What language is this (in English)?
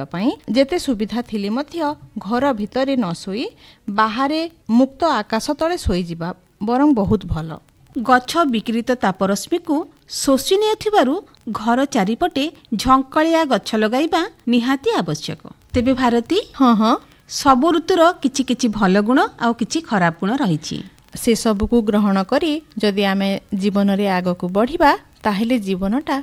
Odia